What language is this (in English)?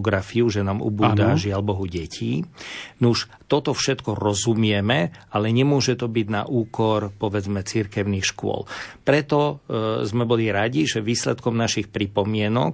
Slovak